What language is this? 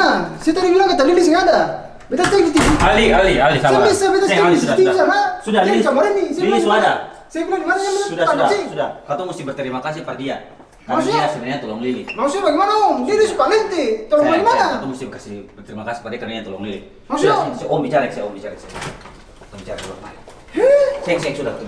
Ambonese Malay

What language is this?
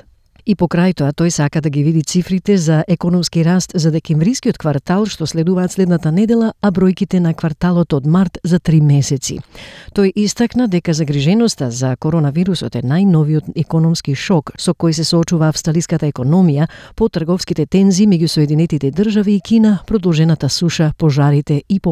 Macedonian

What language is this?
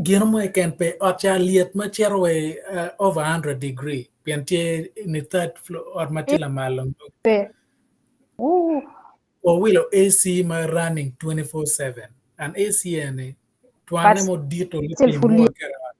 Acoli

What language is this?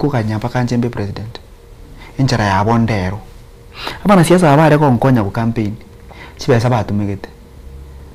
Gusii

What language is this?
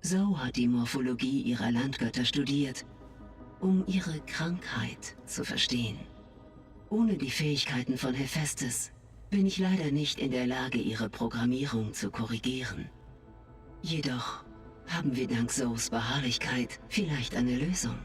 Bavarian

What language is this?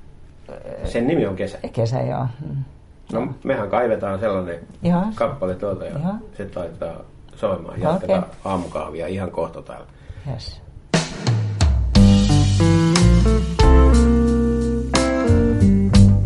Finnish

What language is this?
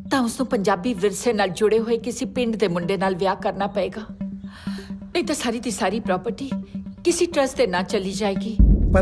Punjabi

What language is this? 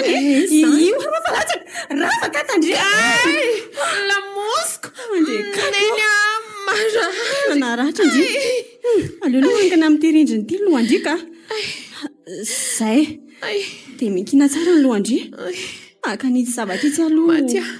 Malagasy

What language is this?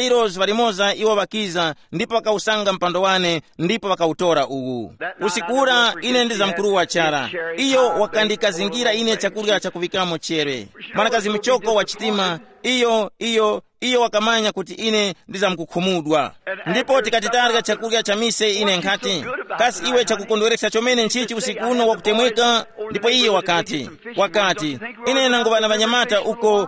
Tumbuka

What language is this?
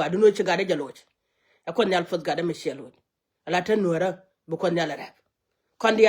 Nuer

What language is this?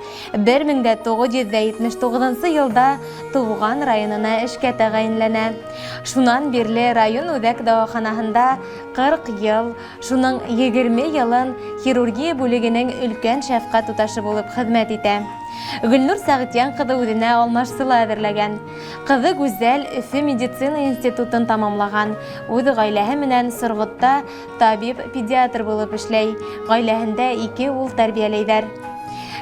Bashkir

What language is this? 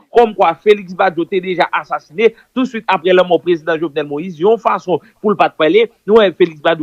Haitian Creole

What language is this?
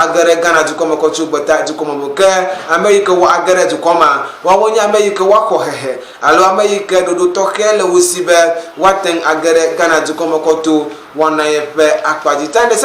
Ewe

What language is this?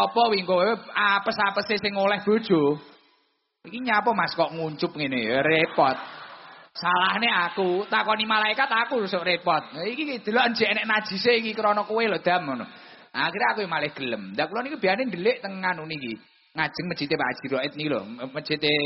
Javanese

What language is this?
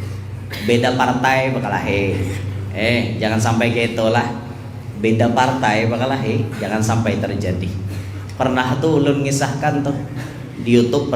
Banjar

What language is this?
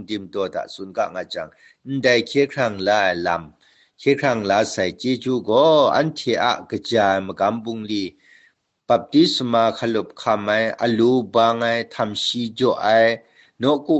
Kachin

